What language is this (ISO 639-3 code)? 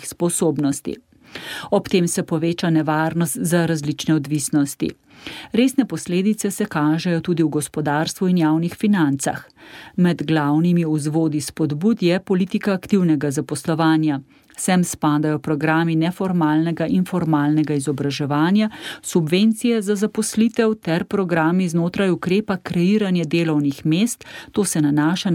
slv